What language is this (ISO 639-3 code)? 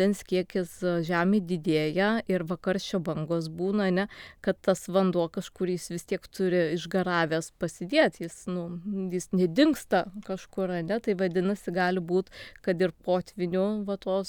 lit